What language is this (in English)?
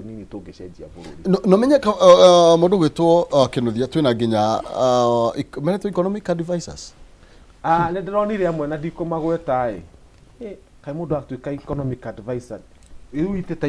Kikuyu